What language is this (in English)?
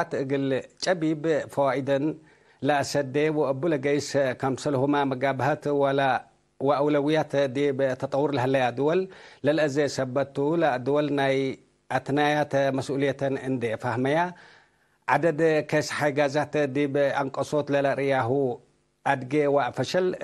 Tigre